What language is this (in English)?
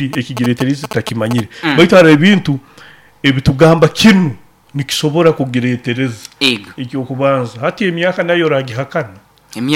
Nyoro